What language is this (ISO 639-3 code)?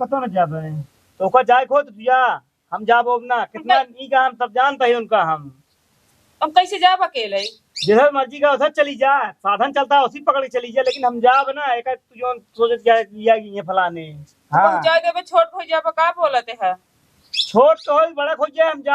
awa